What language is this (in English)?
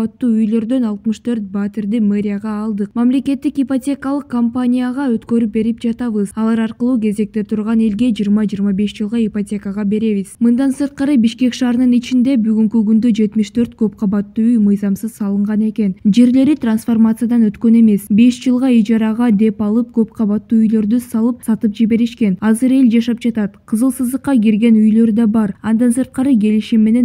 Kyrgyz